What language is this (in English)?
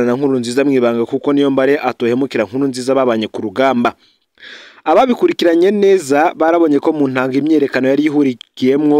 Rundi